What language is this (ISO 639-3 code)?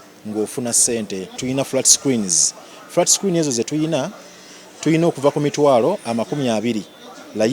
lug